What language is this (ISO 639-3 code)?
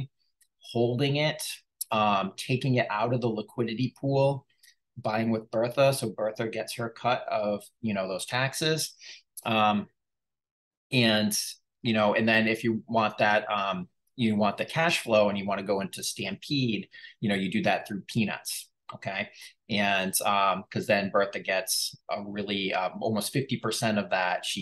eng